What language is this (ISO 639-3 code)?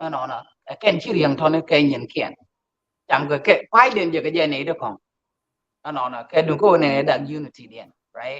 nus